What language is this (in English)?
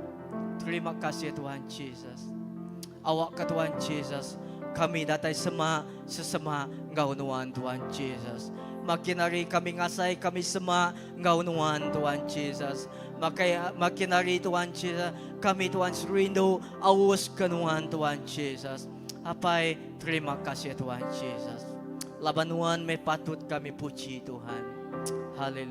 Iban